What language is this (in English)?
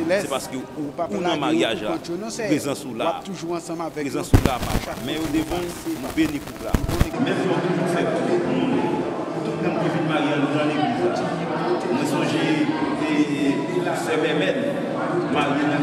Haitian Creole